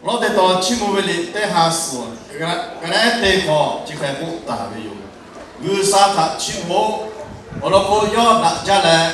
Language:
Lahu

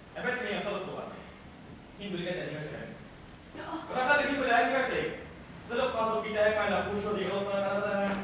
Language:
Bashkir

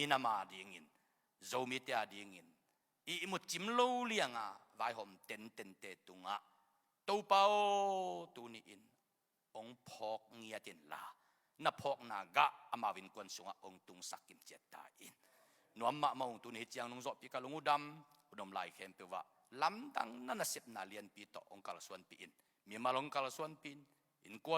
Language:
Tedim Chin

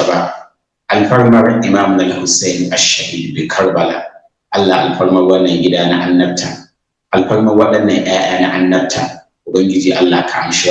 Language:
Hausa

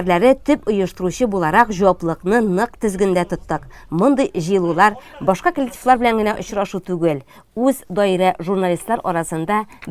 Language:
Tatar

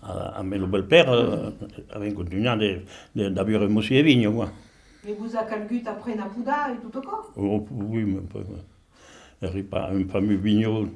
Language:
Occitan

